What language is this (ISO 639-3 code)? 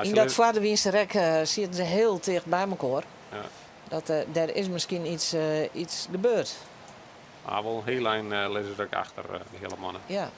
fry